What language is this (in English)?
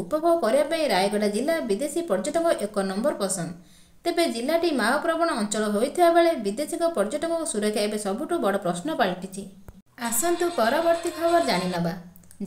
Odia